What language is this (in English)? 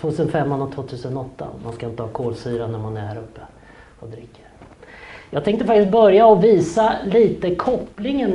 Swedish